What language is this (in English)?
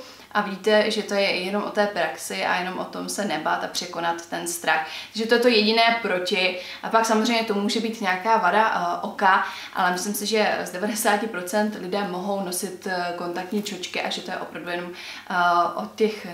Czech